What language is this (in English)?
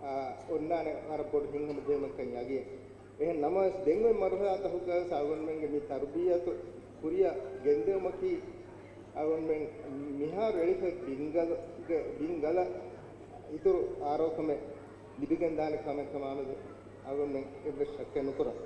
Divehi